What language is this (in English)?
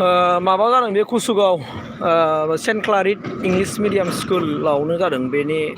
Bodo